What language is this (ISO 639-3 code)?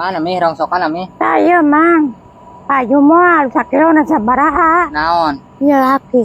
sun